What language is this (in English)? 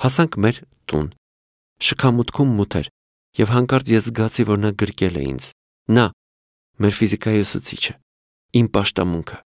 Armenian